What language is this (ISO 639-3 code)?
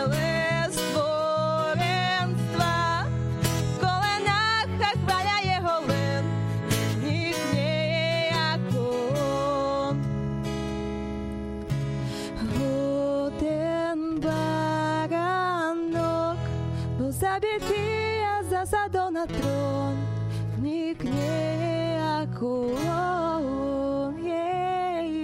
slk